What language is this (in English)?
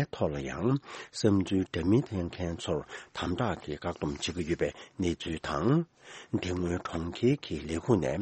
Tibetan